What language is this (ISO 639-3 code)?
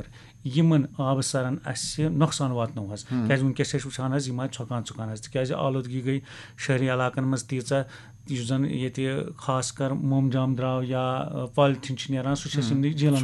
kas